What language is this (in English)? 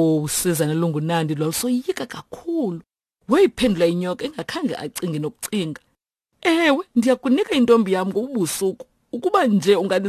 Xhosa